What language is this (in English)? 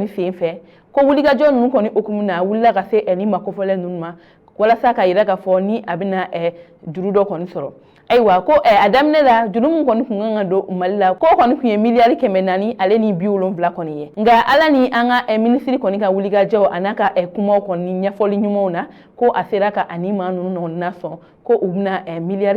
Bambara